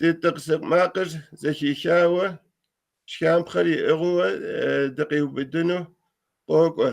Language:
Kabardian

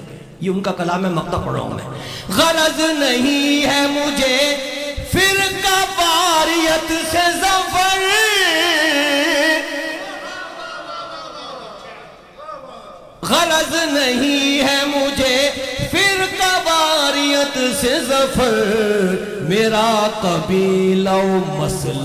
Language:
Urdu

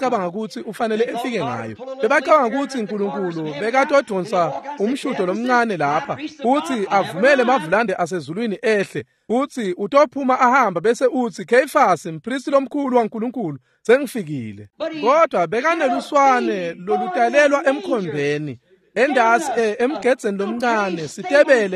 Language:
Swati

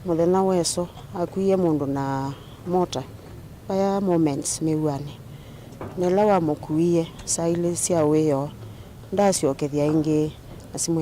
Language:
Kamba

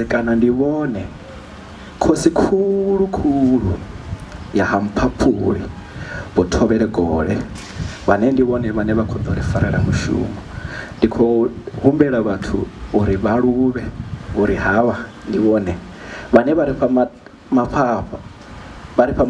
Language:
Venda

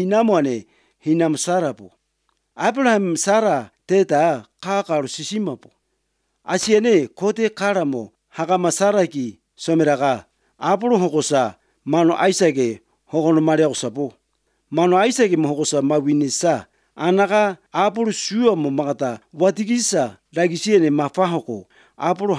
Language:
Latvian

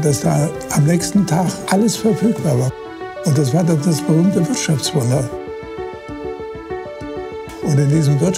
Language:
German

